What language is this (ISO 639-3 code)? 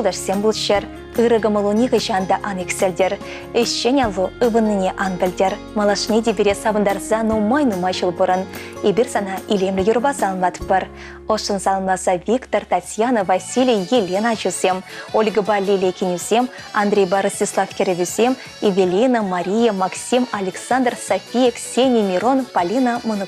chv